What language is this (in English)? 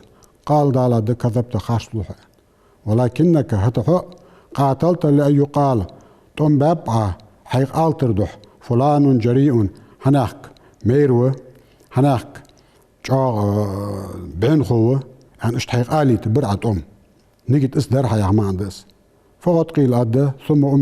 Ingush